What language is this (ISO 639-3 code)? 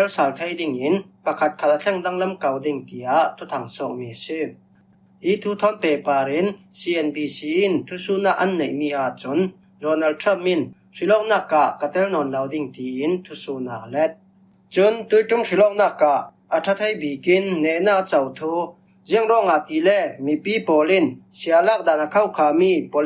cfm